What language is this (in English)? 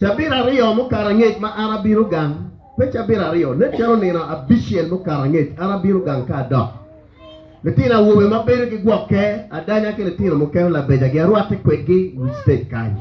Acoli